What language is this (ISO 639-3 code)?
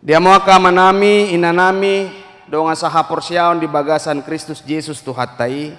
bbc